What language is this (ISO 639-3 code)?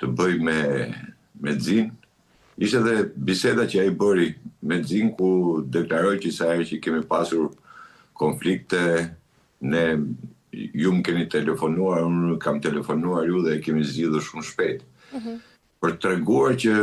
sqi